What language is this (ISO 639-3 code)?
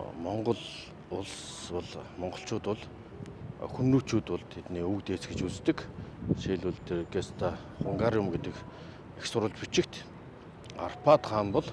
mon